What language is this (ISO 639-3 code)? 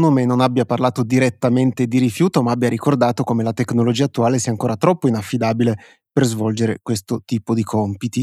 ita